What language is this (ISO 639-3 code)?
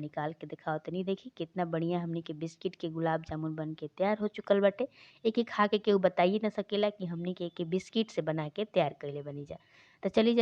bho